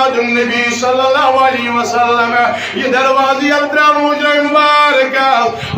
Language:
Kashmiri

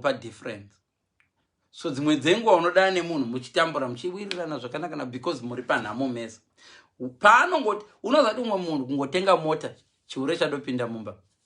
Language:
Shona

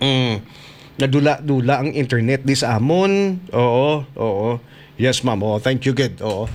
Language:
Hiligaynon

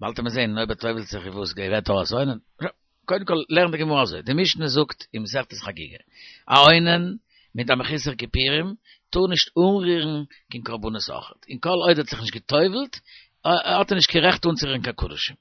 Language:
Yiddish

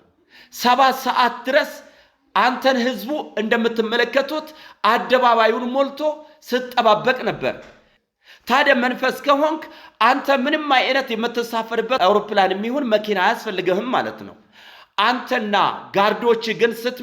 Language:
Amharic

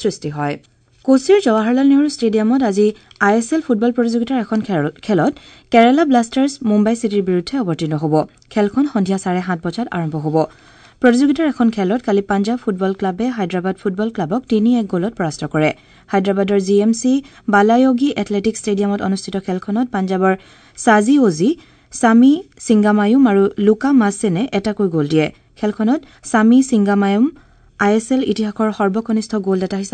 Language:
Assamese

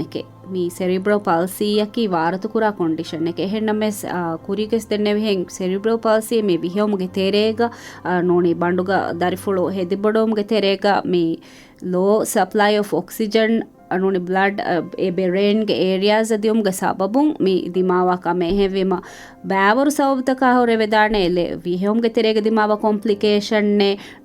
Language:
Divehi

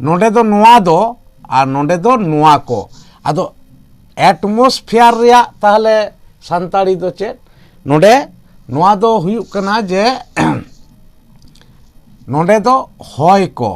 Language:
Santali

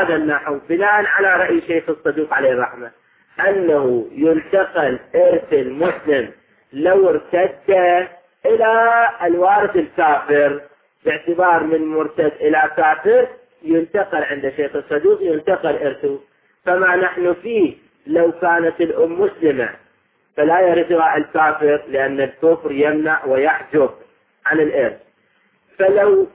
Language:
Arabic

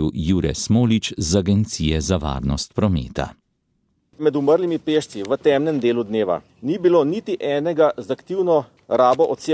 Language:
Slovenian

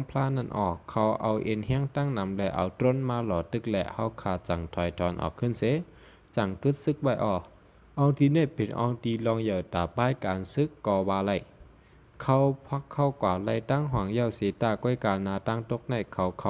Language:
Shan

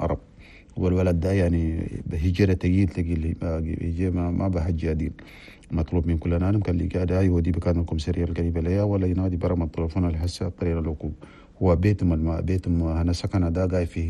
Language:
Chadian Arabic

